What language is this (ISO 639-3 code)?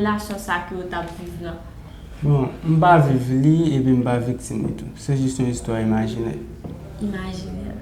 hat